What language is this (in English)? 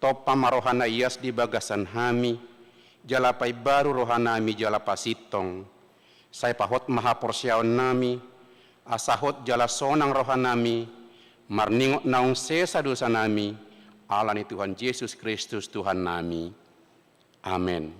Batak Toba